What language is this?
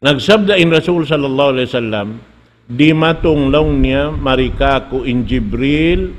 Tausug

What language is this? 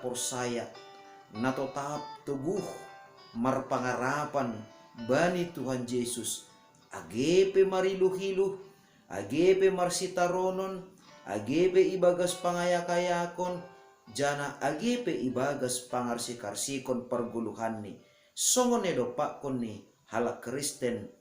Batak Simalungun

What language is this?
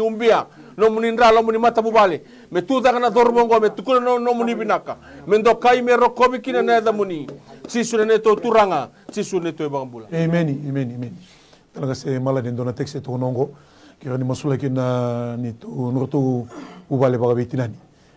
Fijian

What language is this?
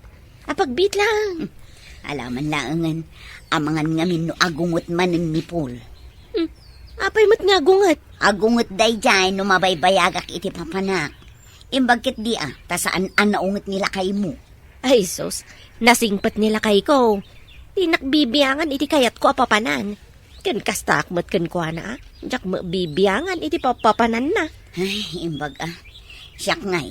Iloko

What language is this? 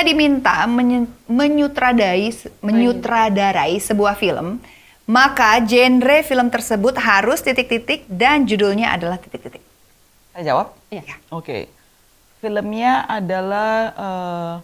Indonesian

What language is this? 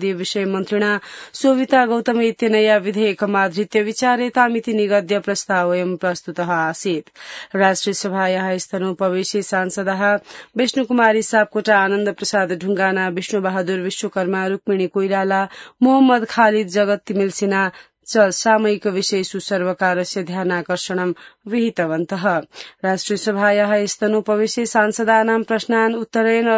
Sanskrit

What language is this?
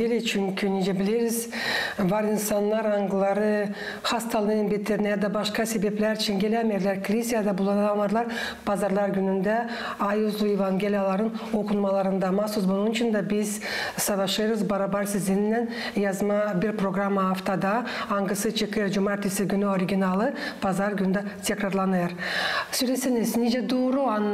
Gagauz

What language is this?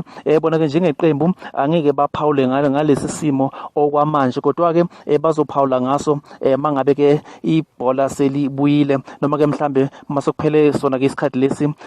Zulu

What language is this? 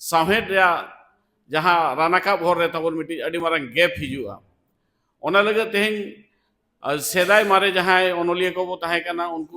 Santali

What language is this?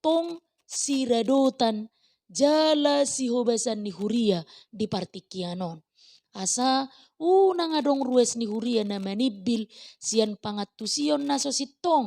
Batak Toba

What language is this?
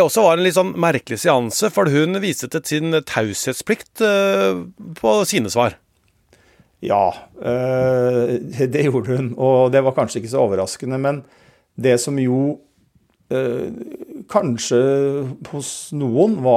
Norwegian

